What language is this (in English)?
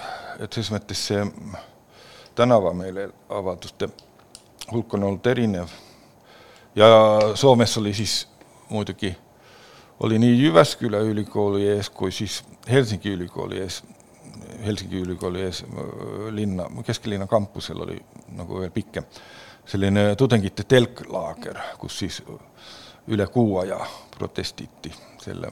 Estonian